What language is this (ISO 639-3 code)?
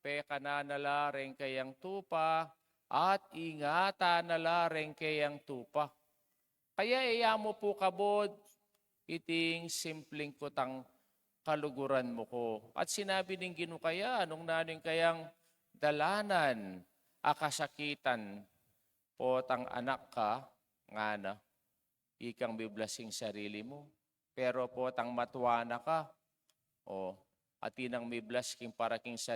pam